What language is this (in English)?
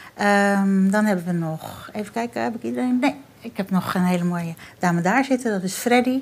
Dutch